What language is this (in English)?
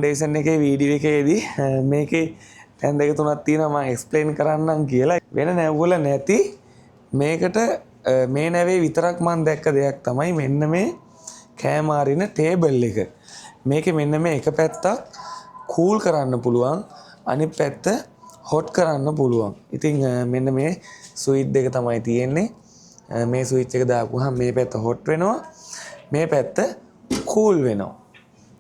Sinhala